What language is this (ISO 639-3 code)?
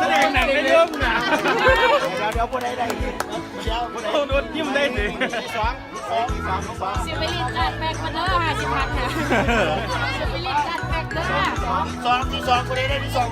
lao